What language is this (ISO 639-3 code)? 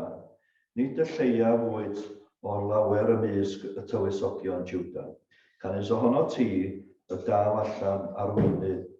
cym